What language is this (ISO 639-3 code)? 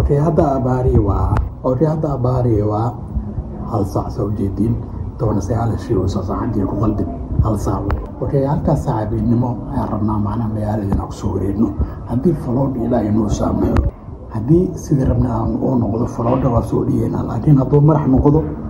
som